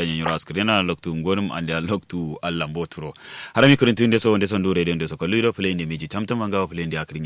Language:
Kanuri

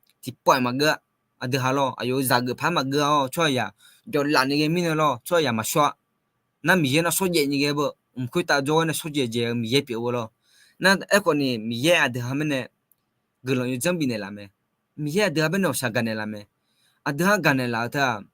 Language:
Akha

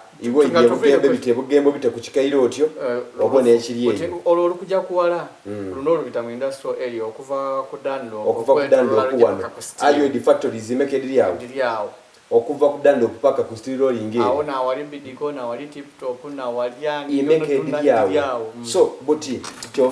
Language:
Soga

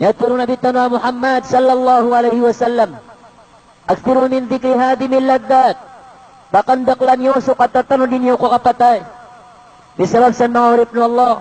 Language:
Maranao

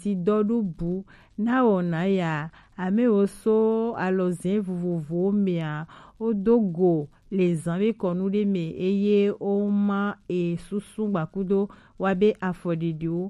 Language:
Gen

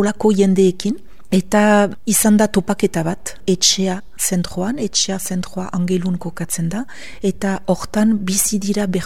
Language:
Basque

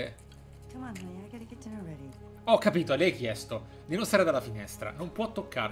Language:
Italian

